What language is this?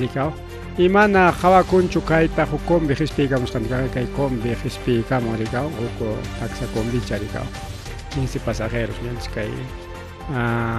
Ayacucho Quechua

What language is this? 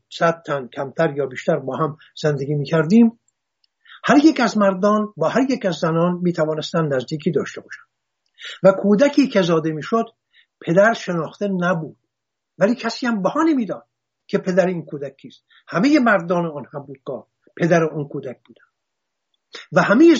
Persian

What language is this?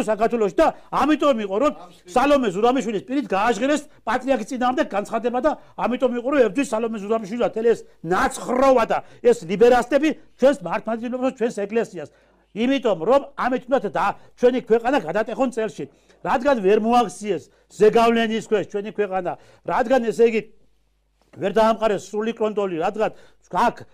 Georgian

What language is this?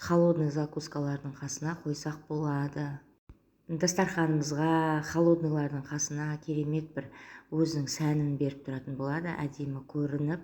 Kazakh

